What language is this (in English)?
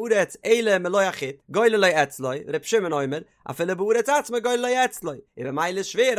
Yiddish